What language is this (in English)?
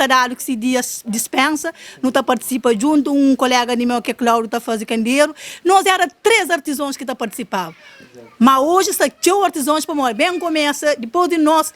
Kabuverdianu